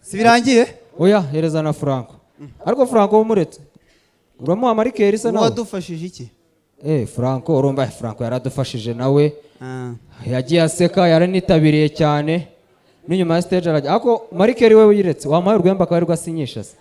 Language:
Kinyarwanda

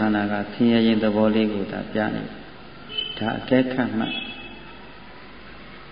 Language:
Burmese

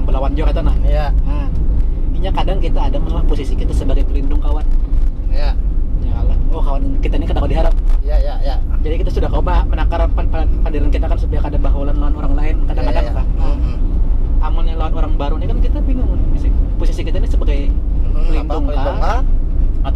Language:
Banjar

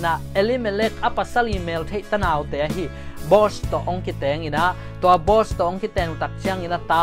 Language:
Thai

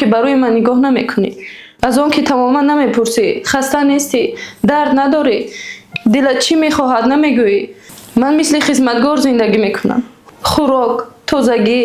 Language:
Tajik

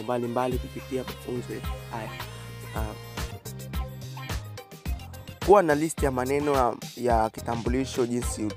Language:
Swahili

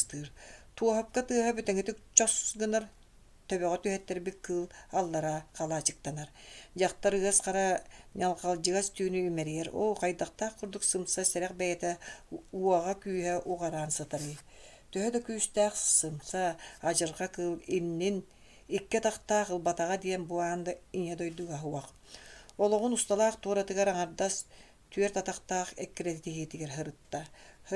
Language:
Yakut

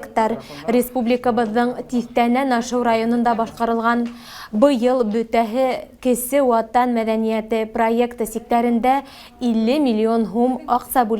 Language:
Bashkir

